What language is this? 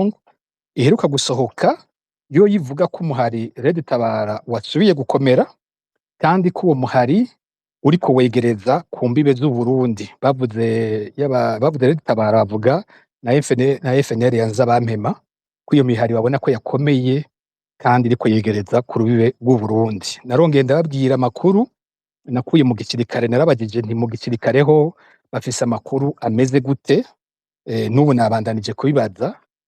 Rundi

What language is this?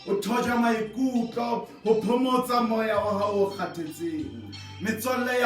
Southern Sotho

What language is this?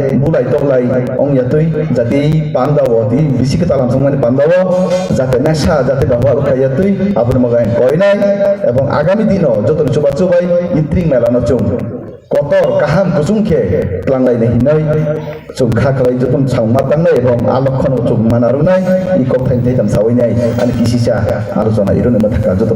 Kok Borok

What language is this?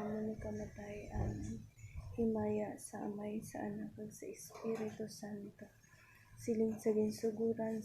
Hiligaynon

